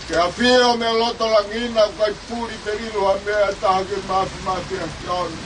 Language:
Tongan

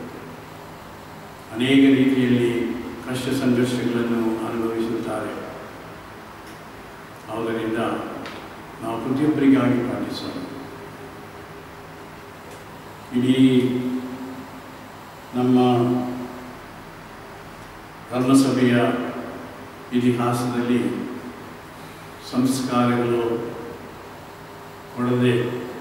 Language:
Kannada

